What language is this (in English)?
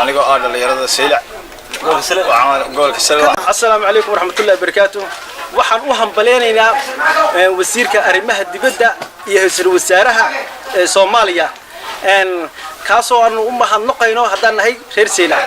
Somali